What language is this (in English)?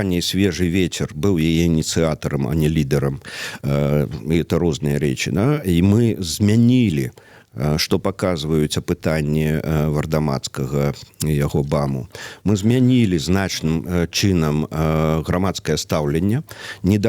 Belarusian